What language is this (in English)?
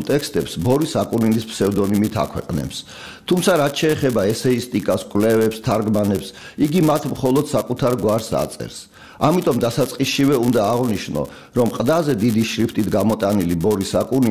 Georgian